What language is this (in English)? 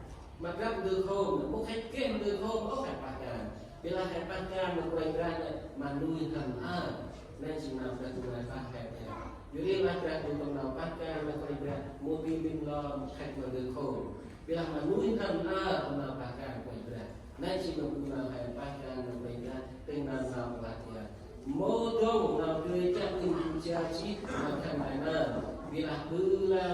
Central Mnong